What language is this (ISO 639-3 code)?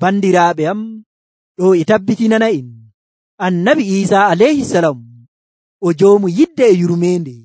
fuv